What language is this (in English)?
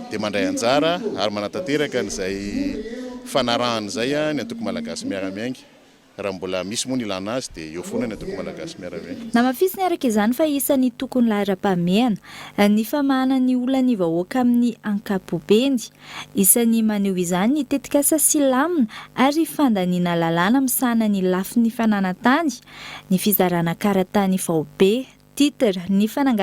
Malagasy